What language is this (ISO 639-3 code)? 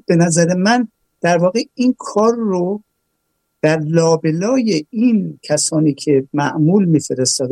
fas